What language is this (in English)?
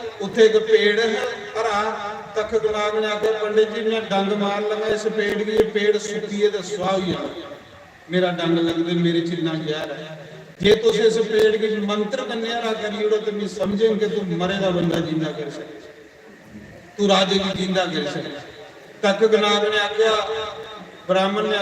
Dogri